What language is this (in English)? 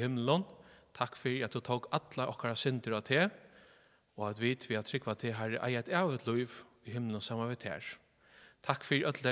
Faroese